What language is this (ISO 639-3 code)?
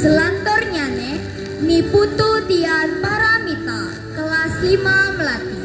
ban